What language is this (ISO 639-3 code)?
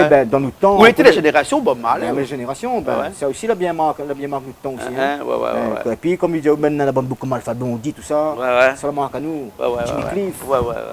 rcf